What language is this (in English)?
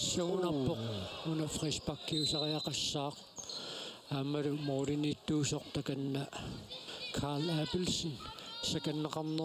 Kalaallisut